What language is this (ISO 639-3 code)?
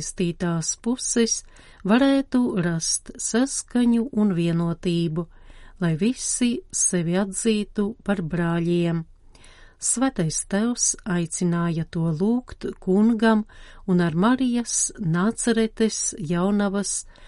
lav